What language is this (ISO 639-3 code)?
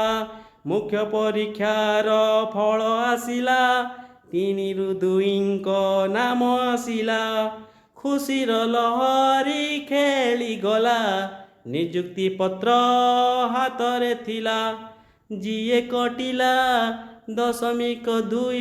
ori